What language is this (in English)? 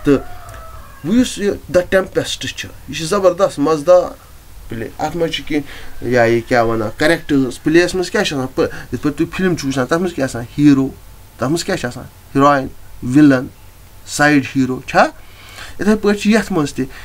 Kashmiri